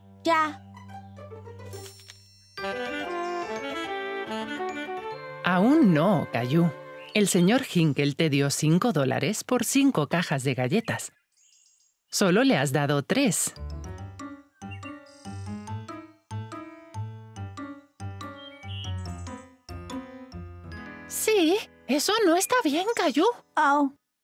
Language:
Spanish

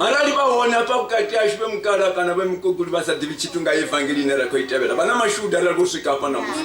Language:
Venda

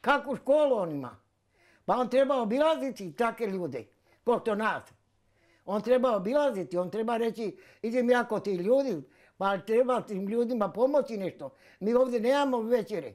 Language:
Bosnian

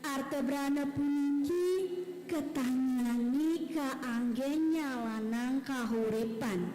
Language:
Balinese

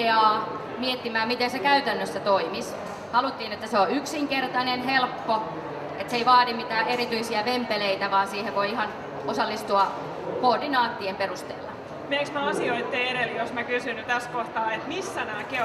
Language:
Finnish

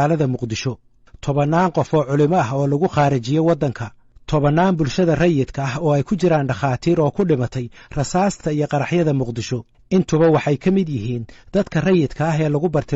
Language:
Somali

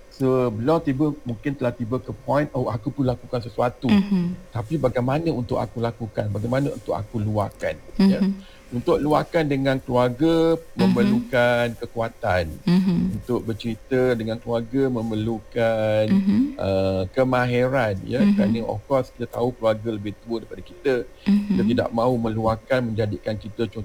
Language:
Malay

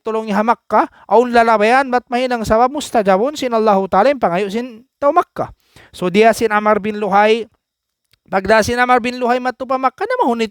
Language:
Tausug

